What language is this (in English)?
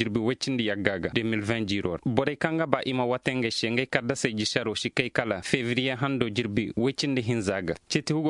Koyraboro Senni